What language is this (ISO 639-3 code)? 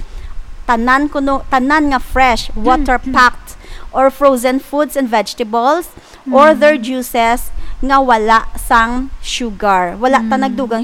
hil